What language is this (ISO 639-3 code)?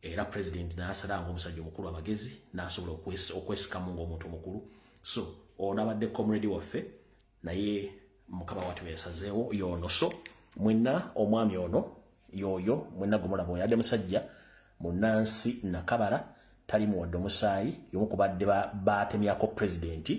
lug